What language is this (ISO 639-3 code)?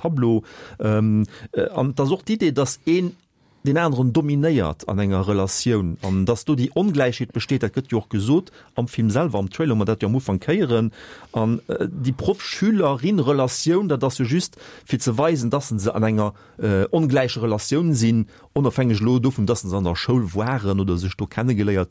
ltz